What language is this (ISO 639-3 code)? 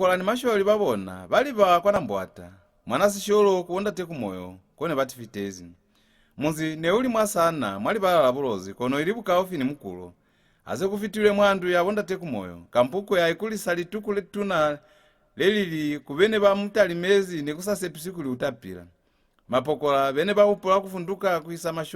loz